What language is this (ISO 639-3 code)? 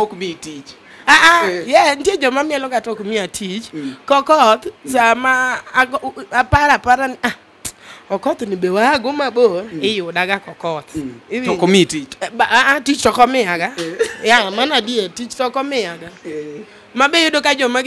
luo